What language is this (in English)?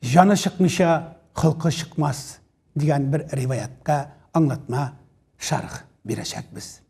Tatar